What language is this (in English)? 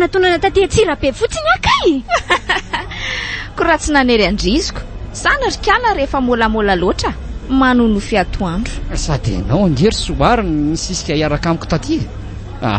Malagasy